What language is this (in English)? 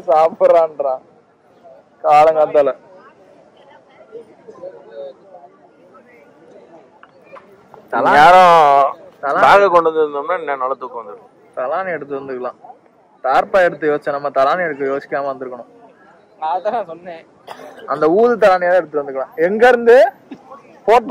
Tamil